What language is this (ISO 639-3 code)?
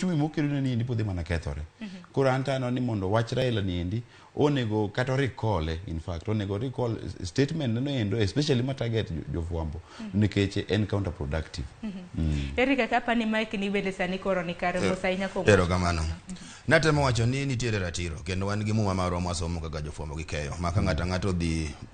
luo